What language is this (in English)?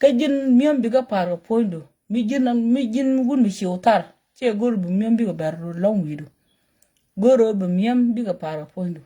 Nuer